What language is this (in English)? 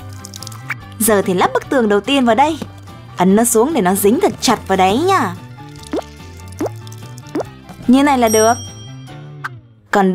Vietnamese